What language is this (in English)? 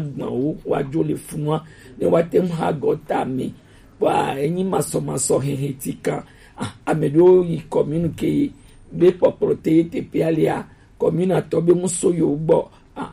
Gen